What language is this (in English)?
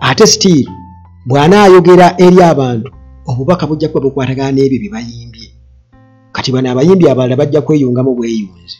Ganda